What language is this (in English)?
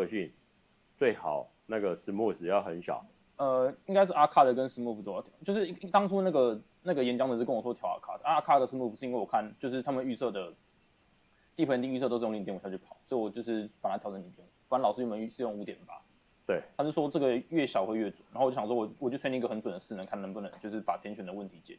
Chinese